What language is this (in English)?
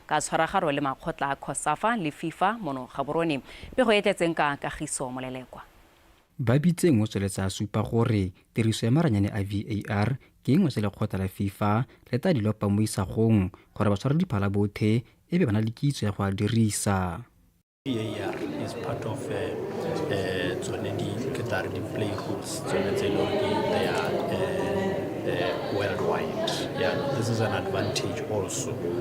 Tswana